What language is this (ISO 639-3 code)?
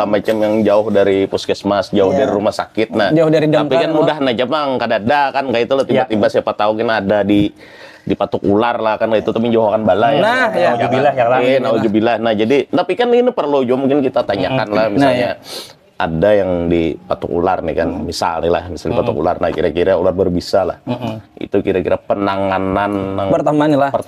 bjn